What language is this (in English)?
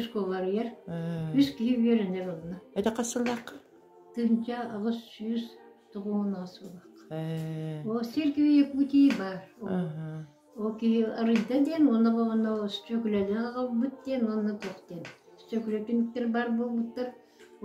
Yakut